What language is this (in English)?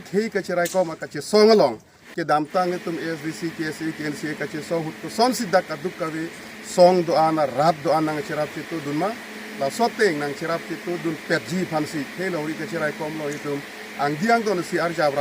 Karbi